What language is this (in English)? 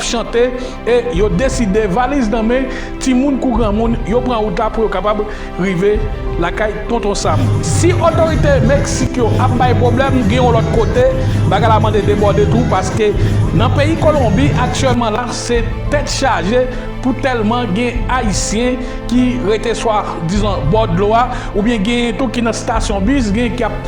Haitian Creole